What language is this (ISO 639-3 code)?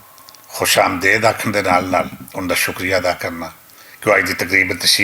lah